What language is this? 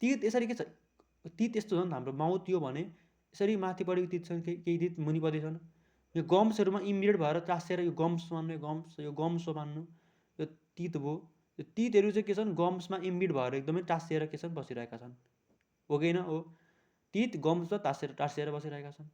Nepali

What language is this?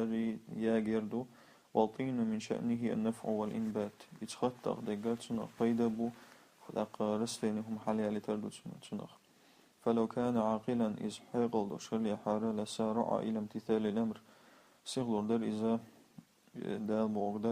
Chechen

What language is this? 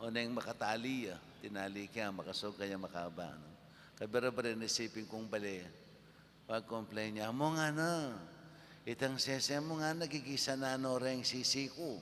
Pampanga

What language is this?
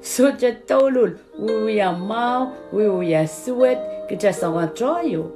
Pohnpeian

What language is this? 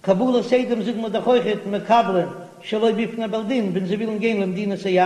Yiddish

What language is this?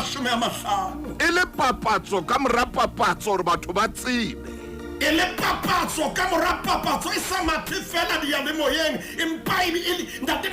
Southern Sotho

